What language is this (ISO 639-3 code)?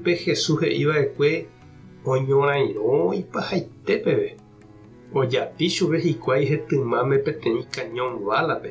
grn